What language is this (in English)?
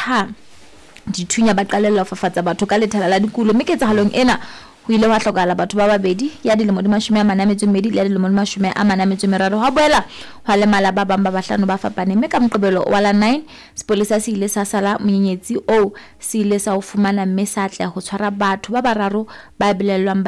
Southern Sotho